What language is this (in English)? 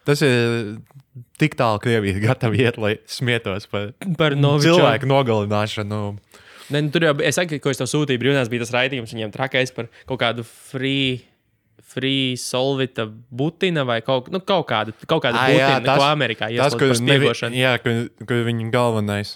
Latvian